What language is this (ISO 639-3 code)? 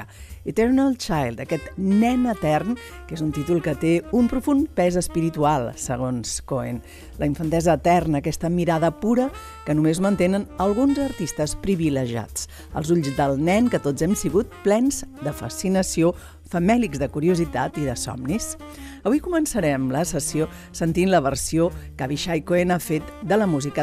cat